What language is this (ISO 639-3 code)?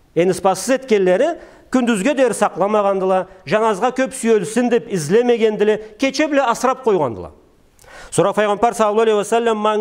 krc